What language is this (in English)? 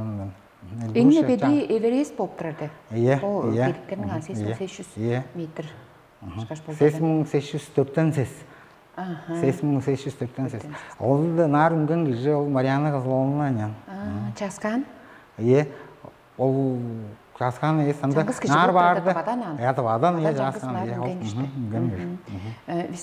Tuvinian